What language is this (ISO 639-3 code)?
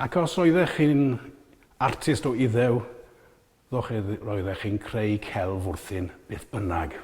cym